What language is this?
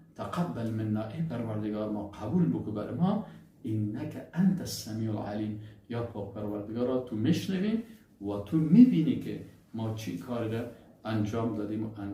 Persian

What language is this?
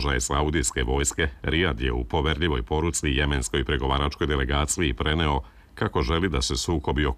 Serbian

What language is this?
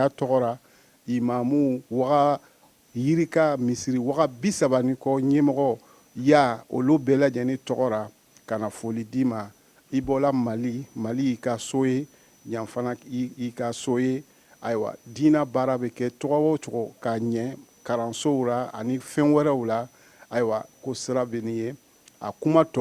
Bambara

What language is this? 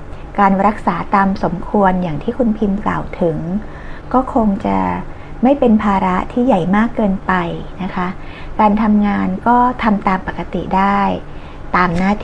Thai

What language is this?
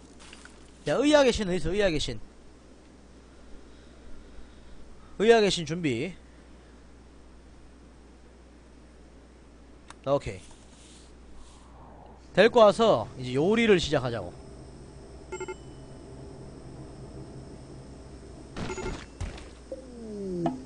Korean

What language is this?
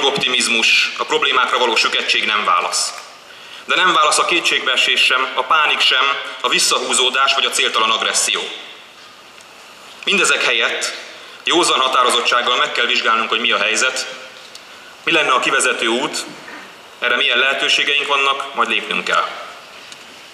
Hungarian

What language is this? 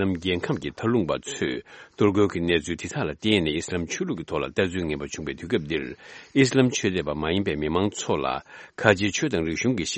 Tibetan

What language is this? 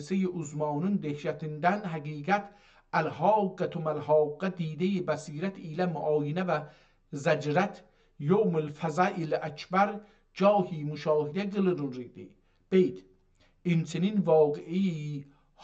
South Azerbaijani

